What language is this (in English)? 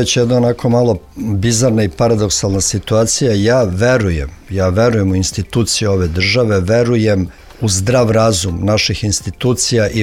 Serbian